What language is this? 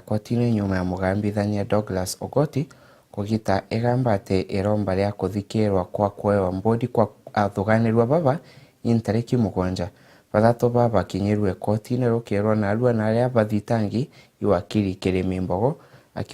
Meru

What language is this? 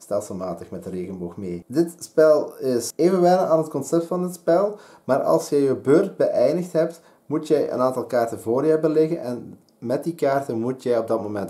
Dutch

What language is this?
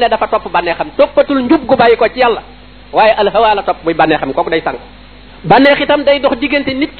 Wolof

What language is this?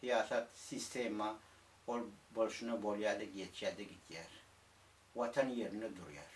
Turkmen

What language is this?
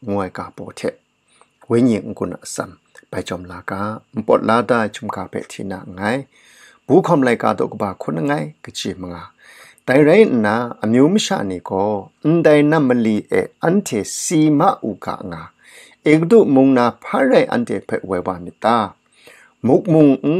Kachin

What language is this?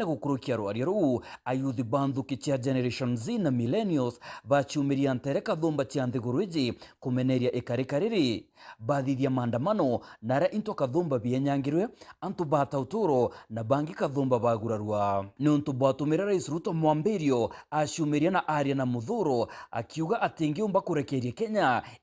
Meru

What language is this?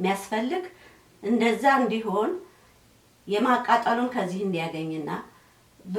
Amharic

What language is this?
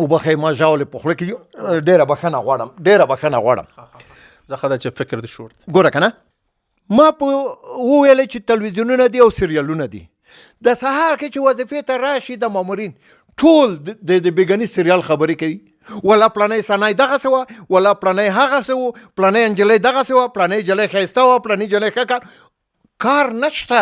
Pashto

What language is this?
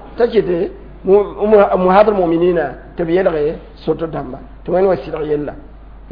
Mossi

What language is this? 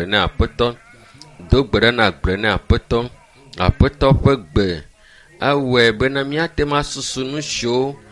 Ewe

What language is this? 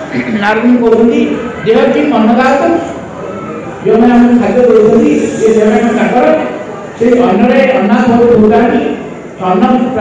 Odia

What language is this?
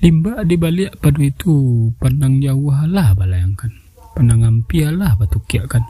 Minangkabau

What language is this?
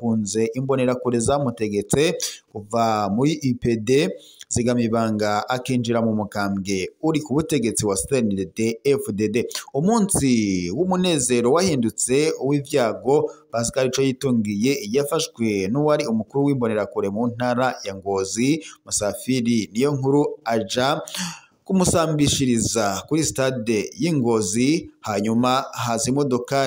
Rundi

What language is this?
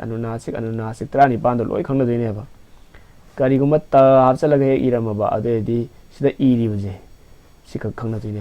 Manipuri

